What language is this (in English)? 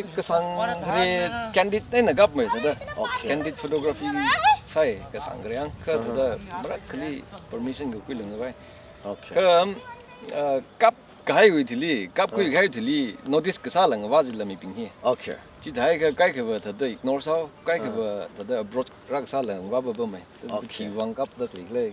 Tangkhul Naga (India)